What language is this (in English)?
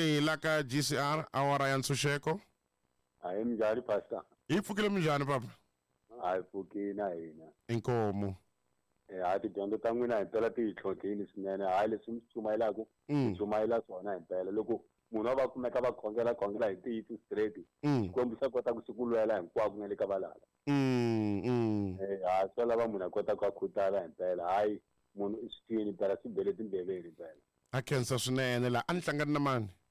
Tsonga